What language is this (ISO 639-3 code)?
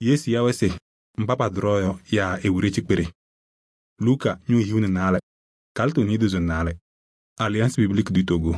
kbp